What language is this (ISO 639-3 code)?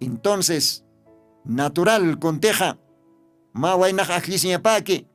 aym